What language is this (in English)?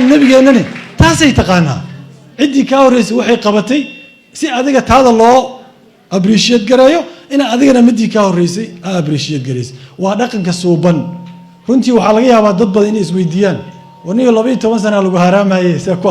Somali